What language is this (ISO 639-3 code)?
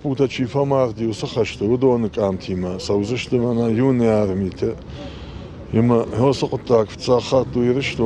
oss